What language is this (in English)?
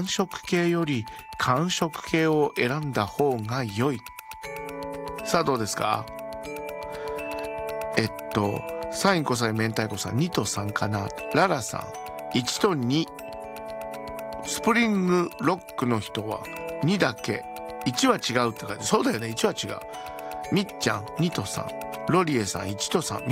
Japanese